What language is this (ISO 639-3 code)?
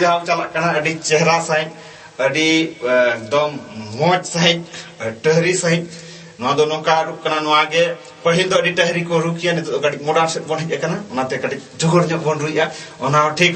sat